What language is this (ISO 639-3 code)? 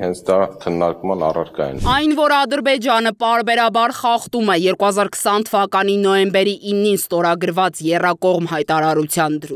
hye